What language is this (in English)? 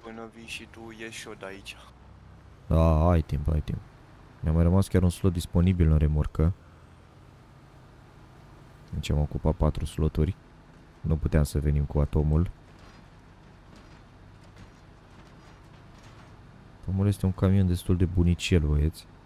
Romanian